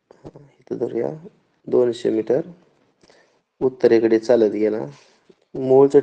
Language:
Marathi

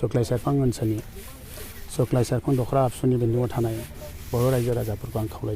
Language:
Bodo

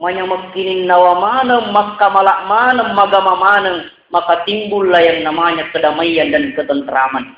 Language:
Buginese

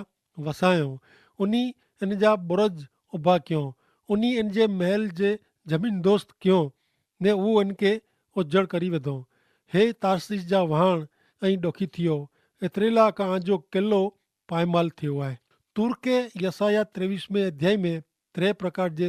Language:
Kachhi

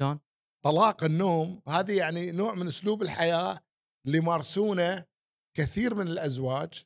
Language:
Gulf Arabic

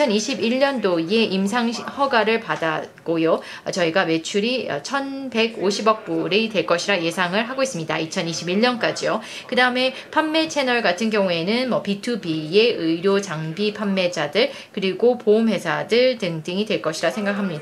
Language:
Korean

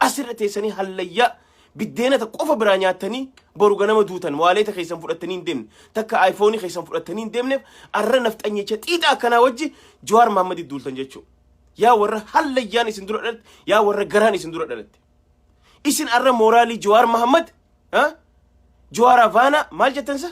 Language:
Oromo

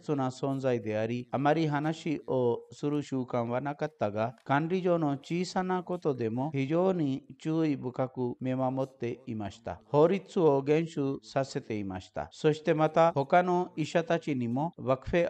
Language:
Japanese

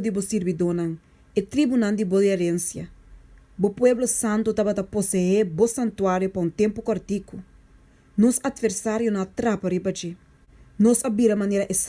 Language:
Papiamento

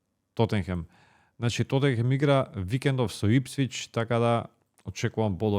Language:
Macedonian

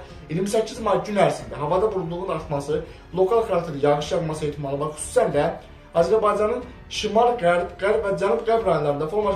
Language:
Azerbaijani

